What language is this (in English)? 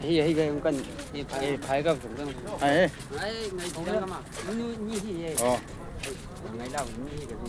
Chang Naga